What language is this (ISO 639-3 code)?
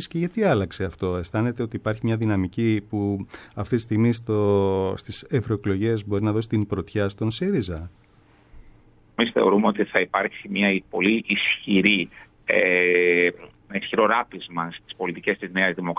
ell